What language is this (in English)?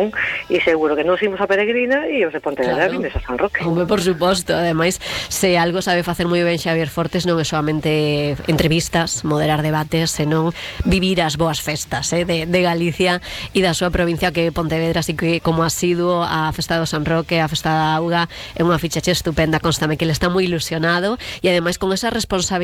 Galician